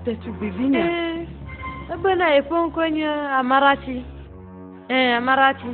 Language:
Ewe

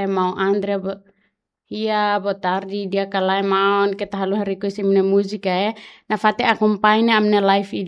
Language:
Tetum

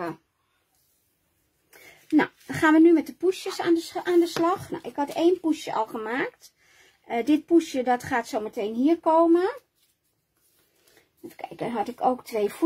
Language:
Dutch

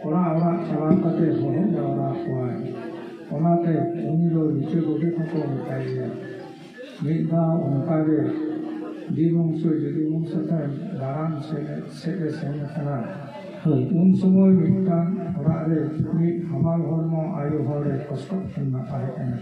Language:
Santali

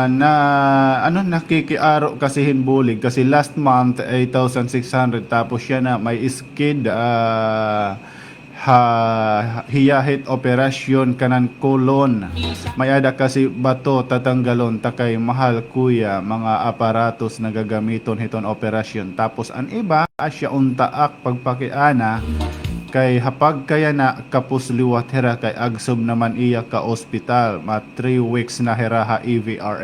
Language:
Waray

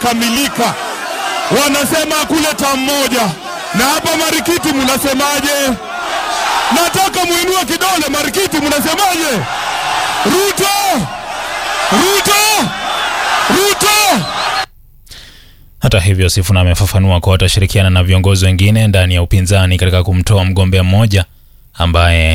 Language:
Swahili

